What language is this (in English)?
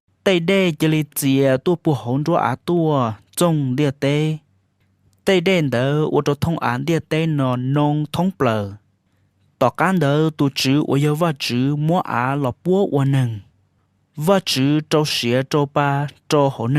Hmong